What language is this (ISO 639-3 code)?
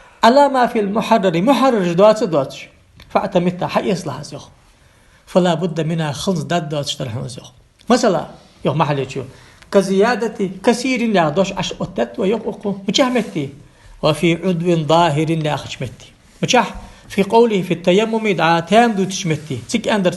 inh